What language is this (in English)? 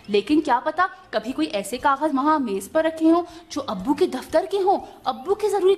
Urdu